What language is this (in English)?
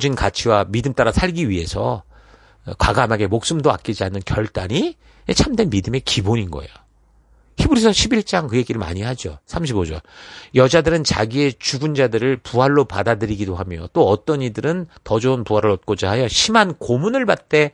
Korean